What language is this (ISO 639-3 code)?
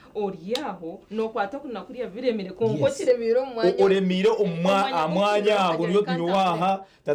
nyn